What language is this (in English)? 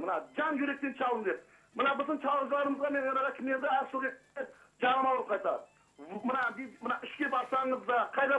Crimean Tatar